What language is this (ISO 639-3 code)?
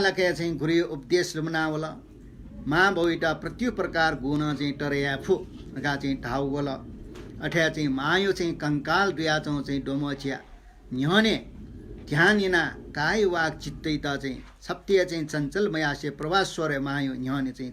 new